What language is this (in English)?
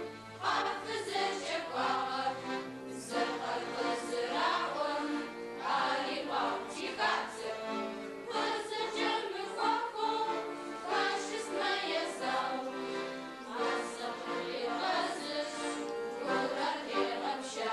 Adyghe